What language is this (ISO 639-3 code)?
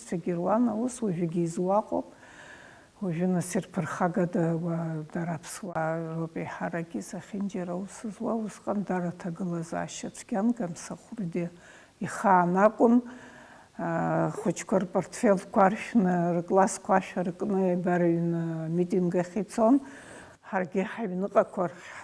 abk